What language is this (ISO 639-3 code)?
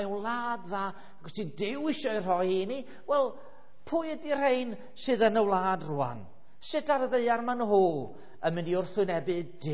cym